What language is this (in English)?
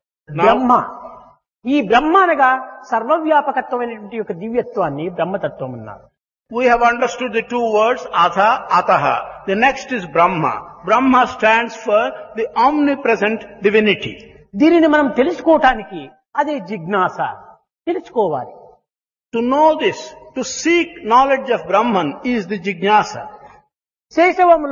Telugu